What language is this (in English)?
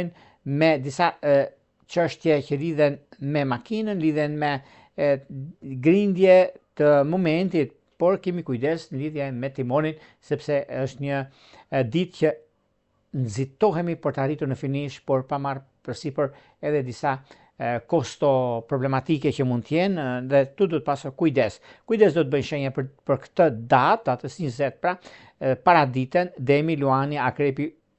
Albanian